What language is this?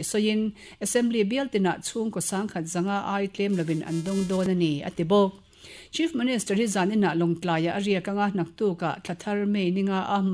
Mizo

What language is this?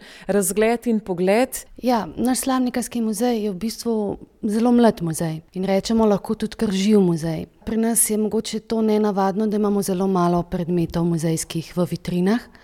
Slovenian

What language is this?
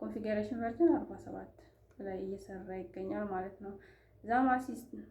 Amharic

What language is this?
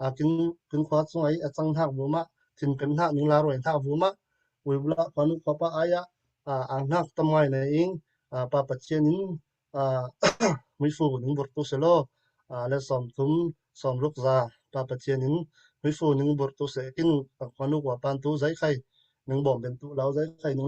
Falam Chin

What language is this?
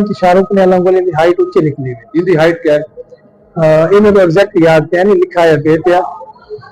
Saraiki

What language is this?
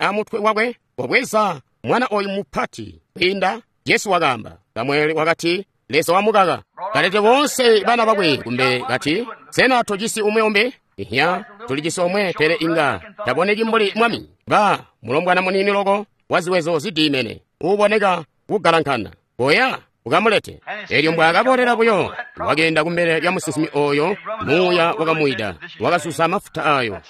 Tonga (Zambia)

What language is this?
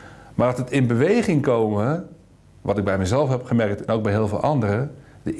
Dutch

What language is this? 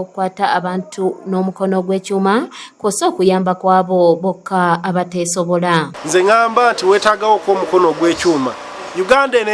Ganda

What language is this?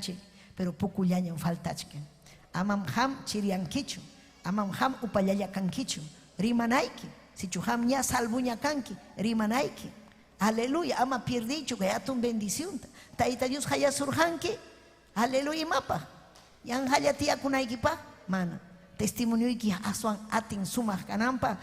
Ayacucho Quechua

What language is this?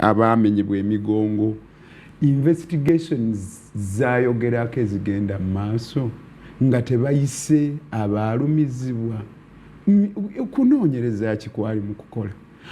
Ganda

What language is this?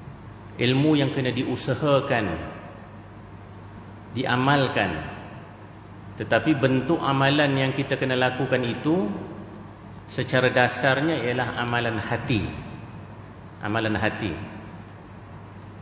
Malay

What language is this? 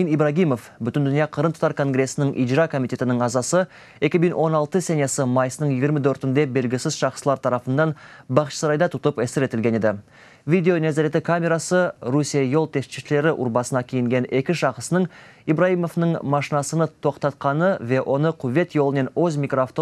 Crimean Tatar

